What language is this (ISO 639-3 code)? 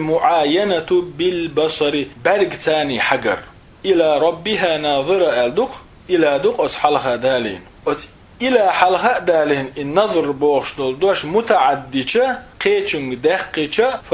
che